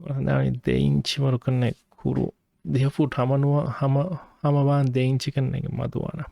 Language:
Divehi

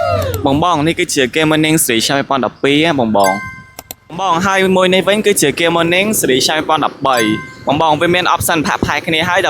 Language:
Khmer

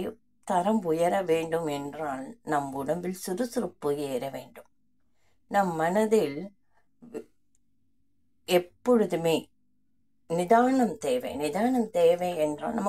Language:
Tamil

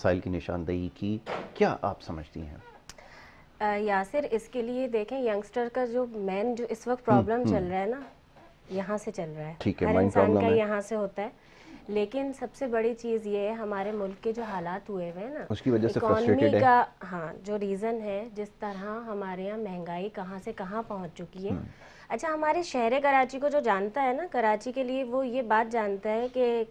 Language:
Urdu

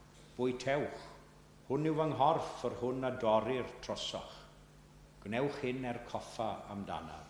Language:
Welsh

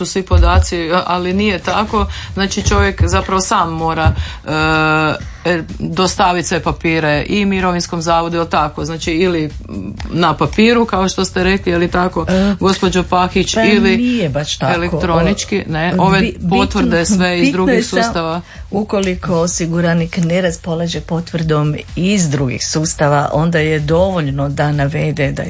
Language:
Croatian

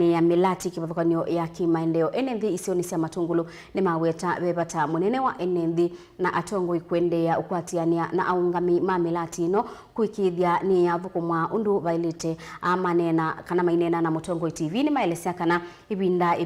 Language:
Kamba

